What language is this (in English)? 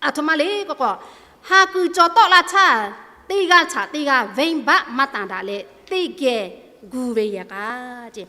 Lahu